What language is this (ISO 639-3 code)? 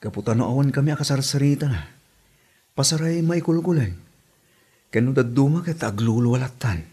ilo